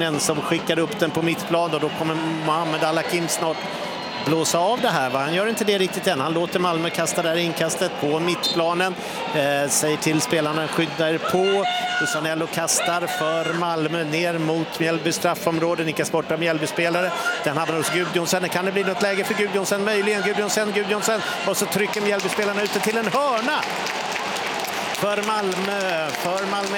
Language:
Swedish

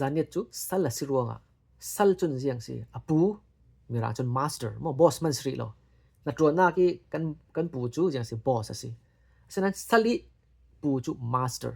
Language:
Falam Chin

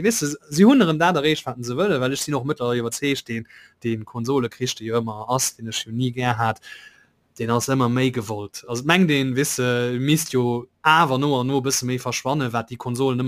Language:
Luxembourgish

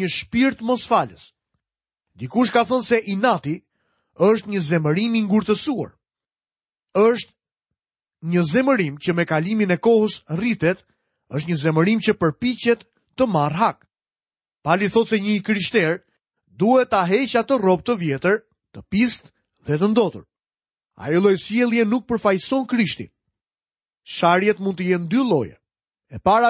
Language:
Albanian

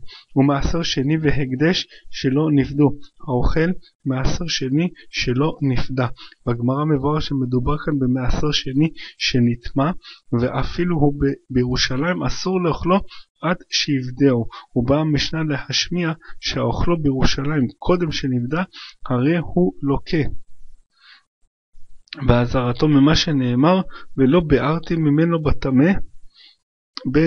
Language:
Hebrew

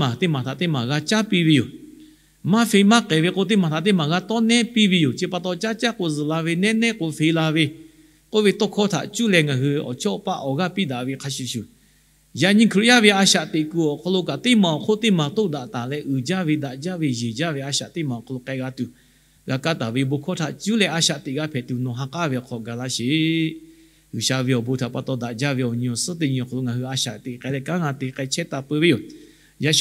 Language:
Lahu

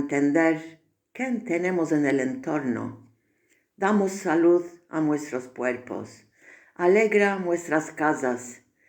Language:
Ladino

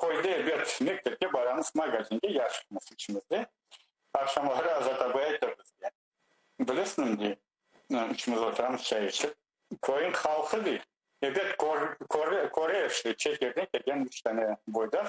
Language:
Crimean Tatar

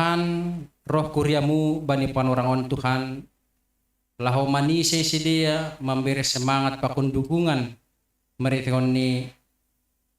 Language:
Batak Simalungun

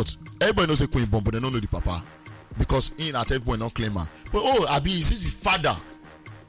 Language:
Nigerian Pidgin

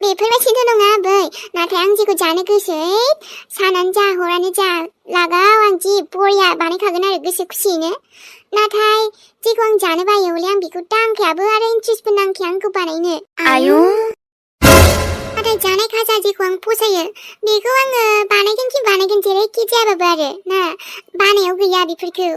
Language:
Bodo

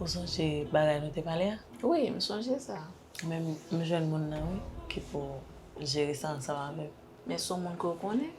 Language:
Haitian Creole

